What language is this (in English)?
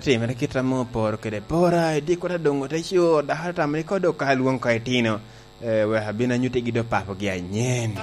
Lango (Uganda)